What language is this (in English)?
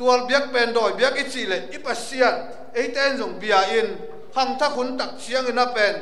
Tedim Chin